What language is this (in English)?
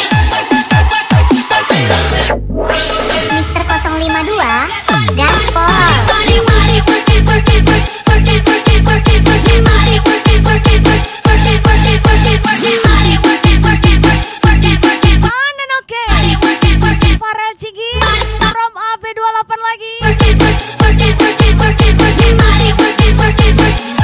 Indonesian